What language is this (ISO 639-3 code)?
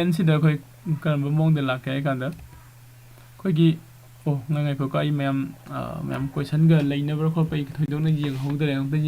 mni